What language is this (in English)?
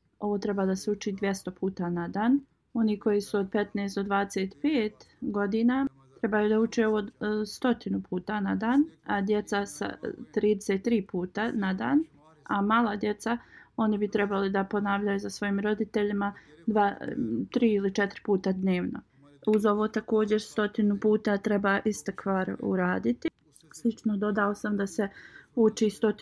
Bosnian